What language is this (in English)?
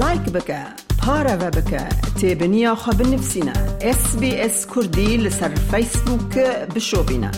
Kurdish